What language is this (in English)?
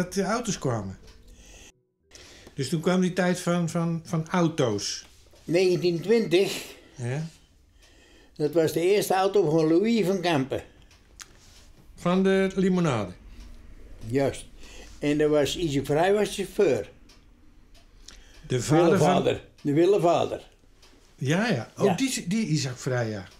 Dutch